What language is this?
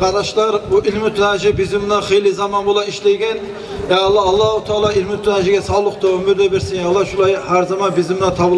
Kumyk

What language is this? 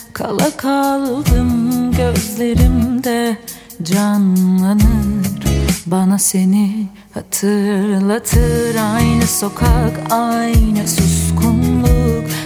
Turkish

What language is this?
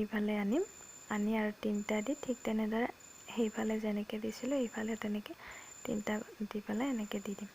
Assamese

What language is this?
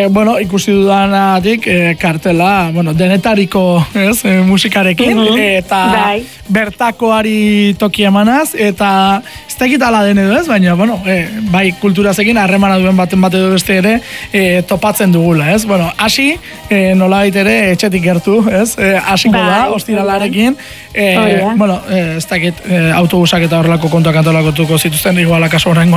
Basque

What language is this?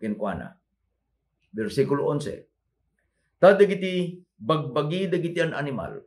Iloko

